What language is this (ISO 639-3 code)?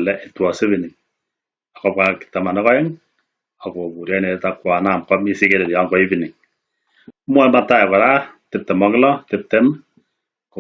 kln